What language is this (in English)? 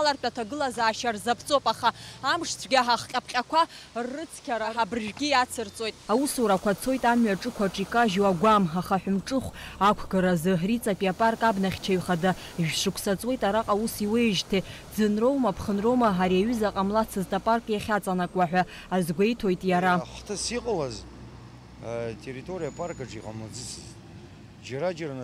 Abkhazian